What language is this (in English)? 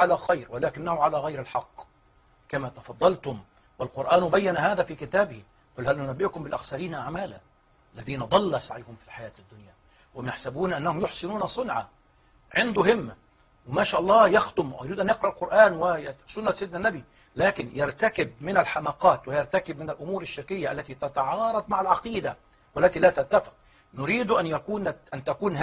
Arabic